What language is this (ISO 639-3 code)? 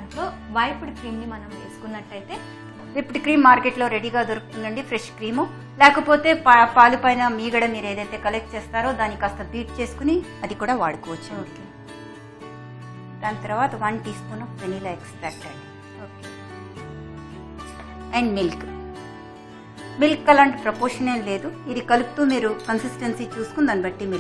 tel